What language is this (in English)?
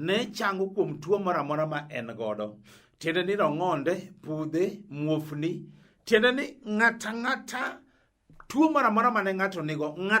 Luo (Kenya and Tanzania)